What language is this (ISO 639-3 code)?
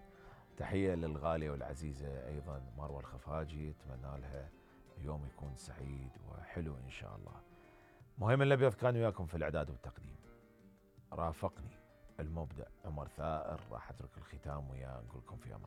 acm